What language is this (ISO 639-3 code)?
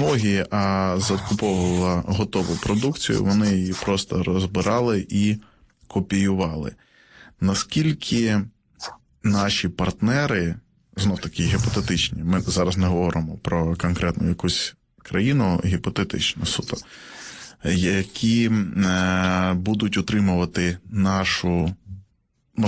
ukr